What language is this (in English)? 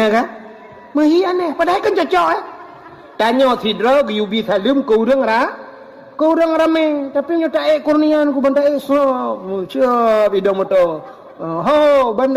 Achinese